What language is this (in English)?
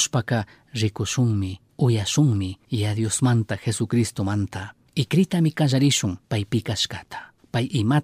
Chimborazo Highland Quichua